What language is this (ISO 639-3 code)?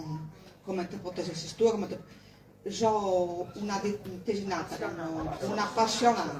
srd